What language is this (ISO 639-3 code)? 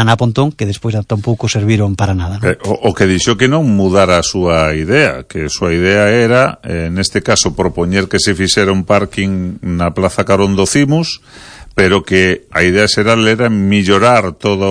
glg